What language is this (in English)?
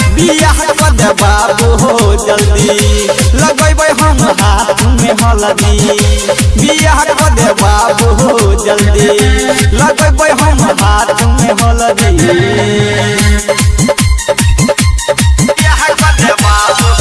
Bhojpuri